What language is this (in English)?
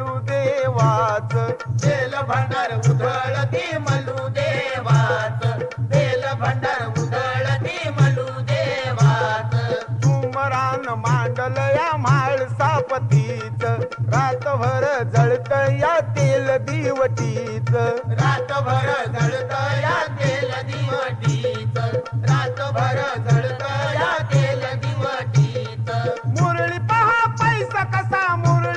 Marathi